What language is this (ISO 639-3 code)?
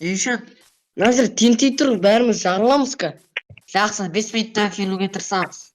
kaz